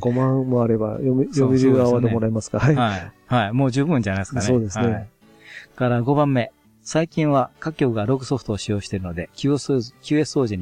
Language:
Japanese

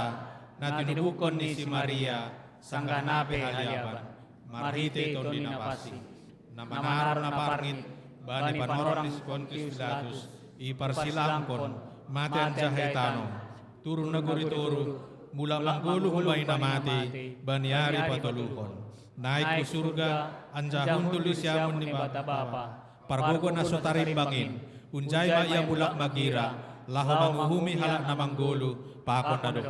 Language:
Batak Simalungun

